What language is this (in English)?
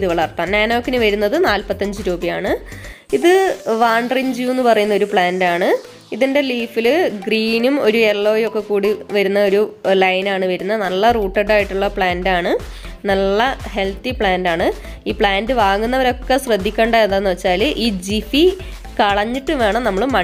Malayalam